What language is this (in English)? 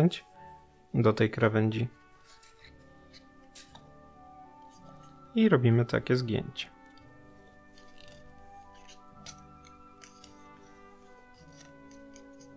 Polish